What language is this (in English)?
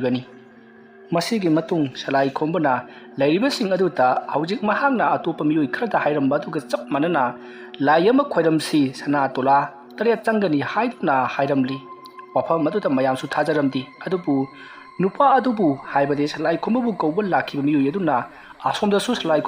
Manipuri